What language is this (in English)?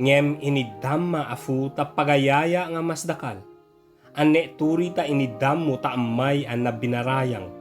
Ibanag